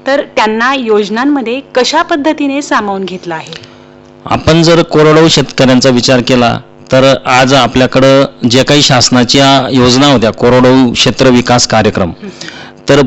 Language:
Marathi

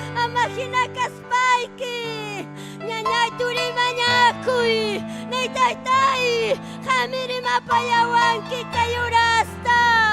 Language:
Ayacucho Quechua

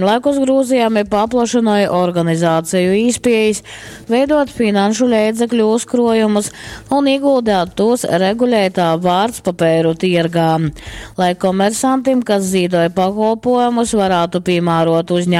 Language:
Latgalian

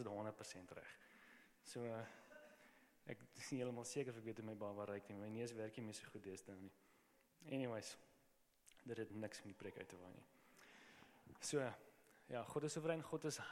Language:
Afrikaans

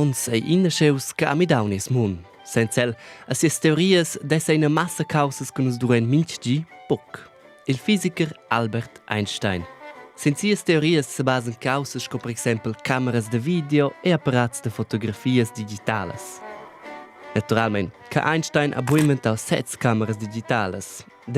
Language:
Romansh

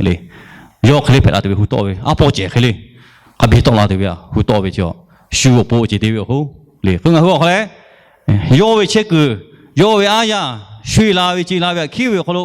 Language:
Lahu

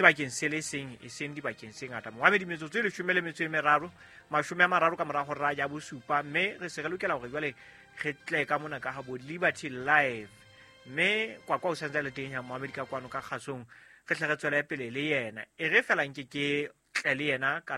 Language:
Southern Sotho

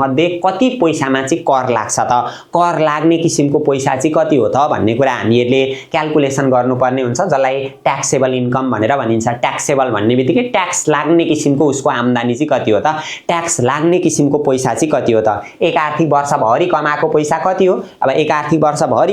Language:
Nepali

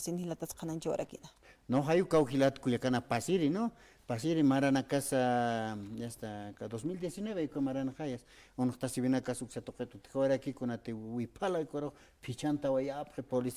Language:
Aymara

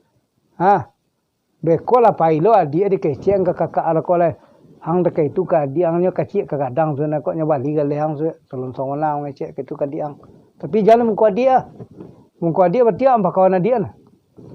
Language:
Minangkabau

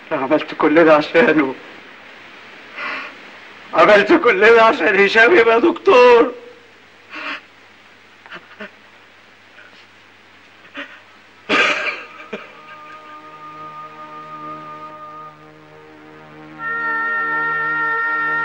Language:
Egyptian Arabic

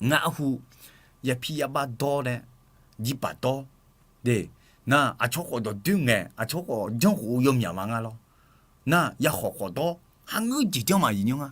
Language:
Akha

